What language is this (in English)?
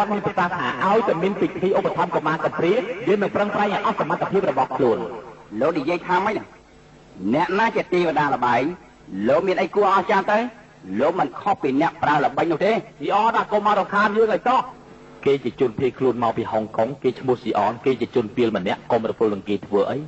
Khmer